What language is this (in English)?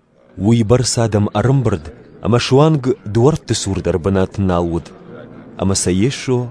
Ossetic